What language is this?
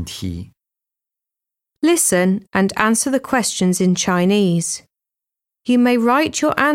Chinese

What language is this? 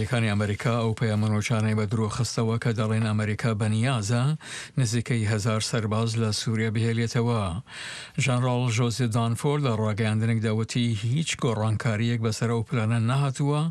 Central Kurdish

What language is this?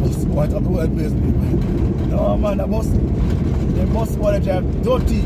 Jamaican Creole English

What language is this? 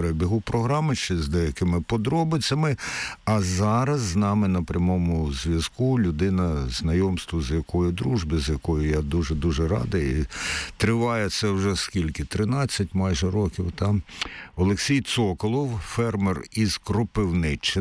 Ukrainian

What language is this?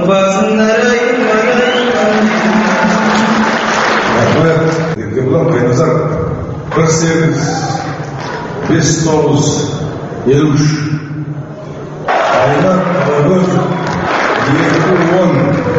Kazakh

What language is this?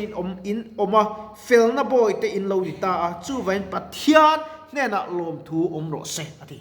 Mizo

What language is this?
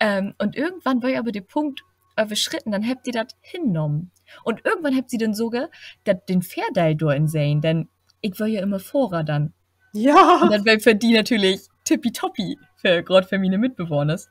Low German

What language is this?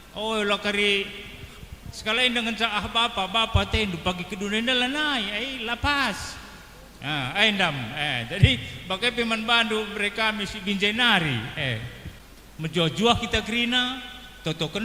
Batak Karo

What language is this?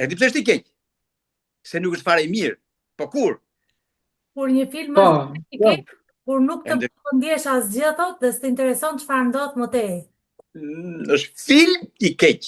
Albanian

